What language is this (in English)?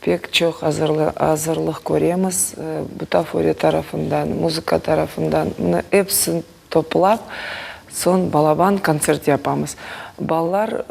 Crimean Tatar